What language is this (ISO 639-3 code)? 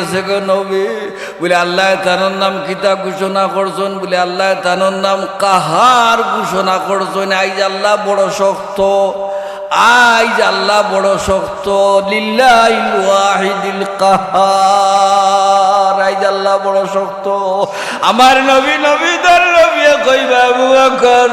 syl